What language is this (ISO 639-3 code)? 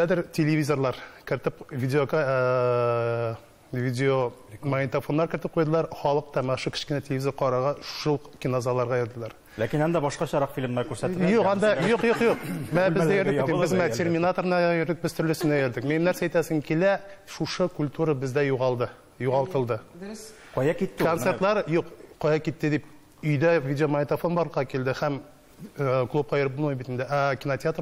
tat